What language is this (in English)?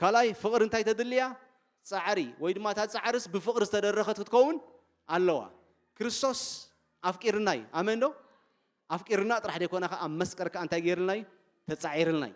Tigrinya